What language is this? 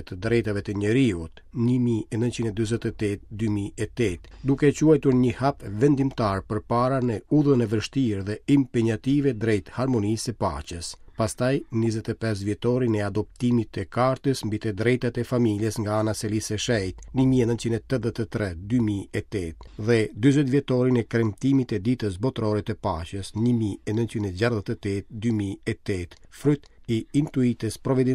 Albanian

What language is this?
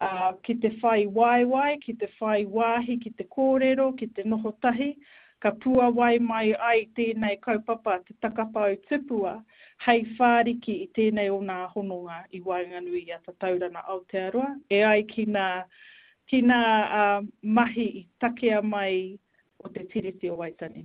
Māori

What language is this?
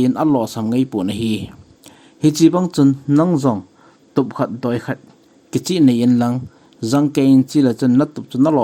Thado Chin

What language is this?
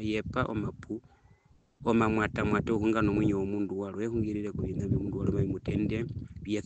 Herero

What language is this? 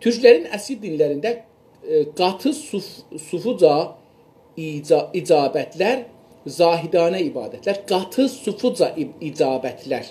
South Azerbaijani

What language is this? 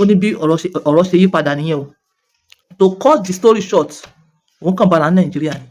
Yoruba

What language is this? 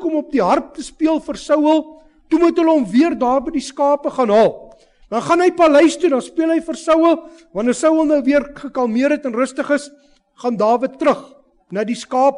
Afrikaans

